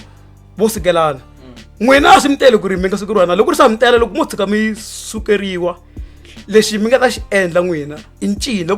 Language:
Tsonga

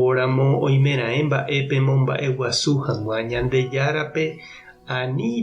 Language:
Guarani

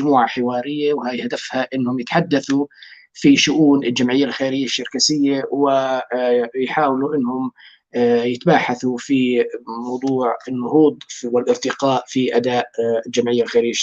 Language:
North Levantine Arabic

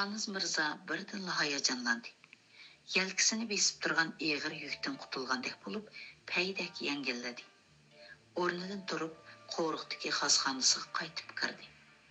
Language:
Uyghur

